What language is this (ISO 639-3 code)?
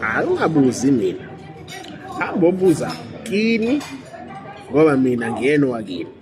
zul